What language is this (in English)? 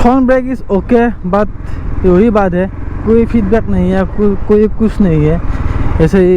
Assamese